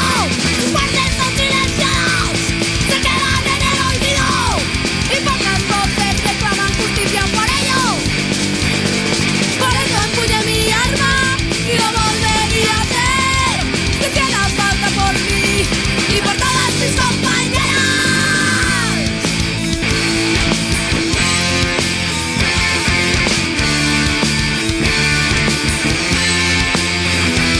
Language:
Spanish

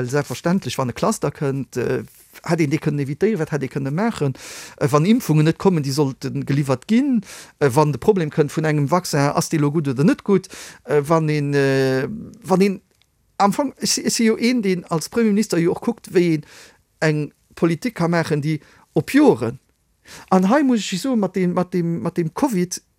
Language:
Luxembourgish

